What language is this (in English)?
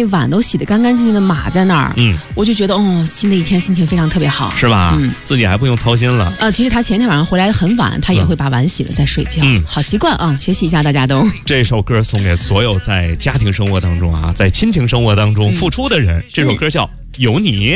Chinese